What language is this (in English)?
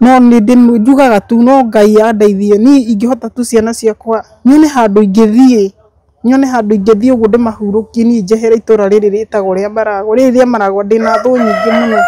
Kikuyu